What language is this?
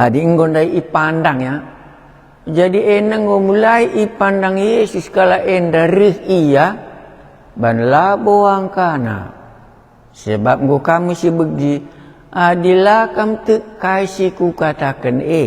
Batak Karo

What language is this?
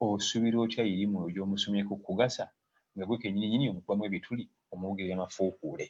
Ganda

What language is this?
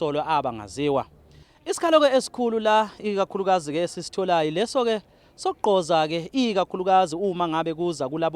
Zulu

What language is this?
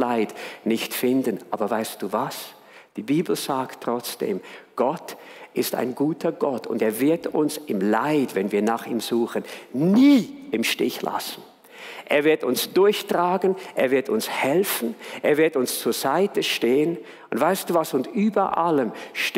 Swiss German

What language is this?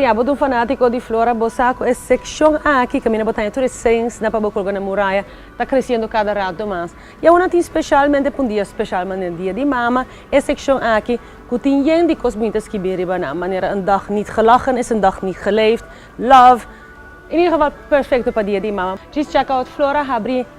Papiamento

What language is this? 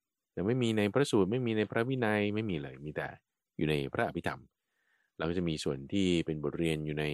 Thai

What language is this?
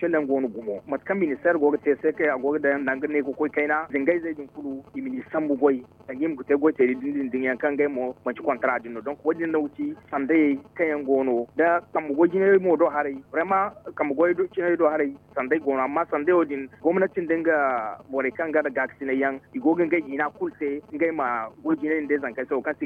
Zarma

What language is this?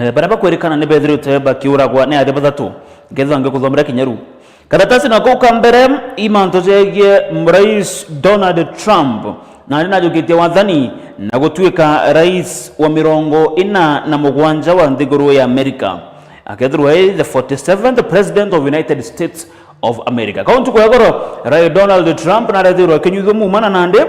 Meru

